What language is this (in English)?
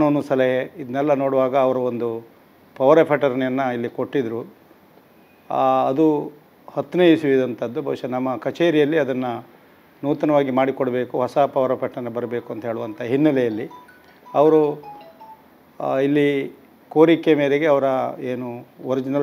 Kannada